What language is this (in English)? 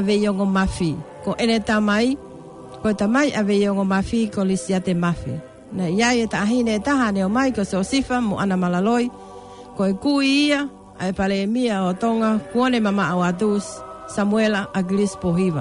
Tongan